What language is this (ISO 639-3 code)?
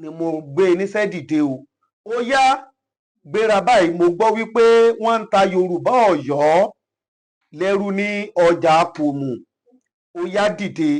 yor